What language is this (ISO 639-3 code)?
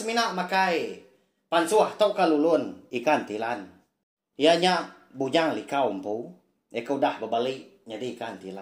iba